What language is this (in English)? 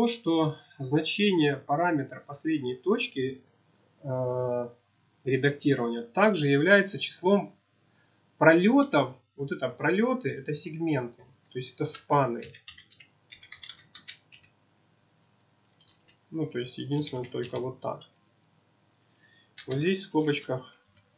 Russian